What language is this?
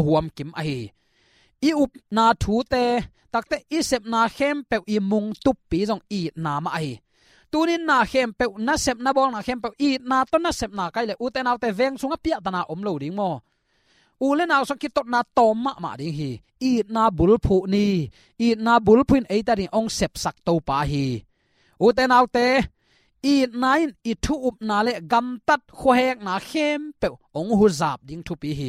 Tedim Chin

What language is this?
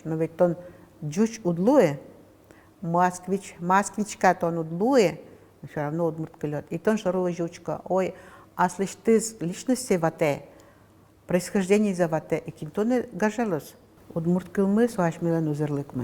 Udmurt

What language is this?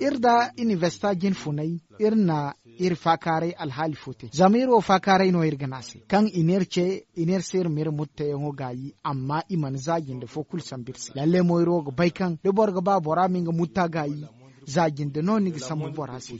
Zarma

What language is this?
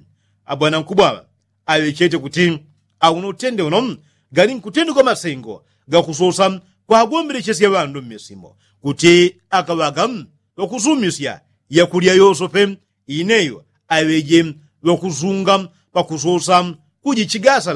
Yao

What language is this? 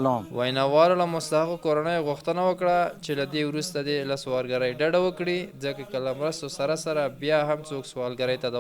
Pashto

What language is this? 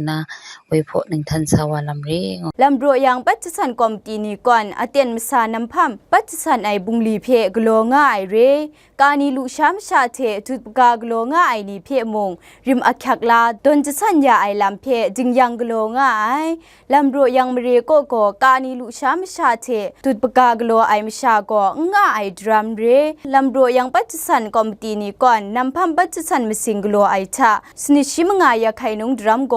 Kachin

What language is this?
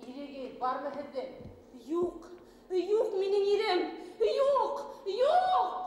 Bashkir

